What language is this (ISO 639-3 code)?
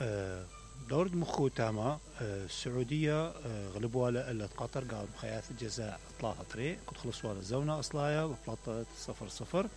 acm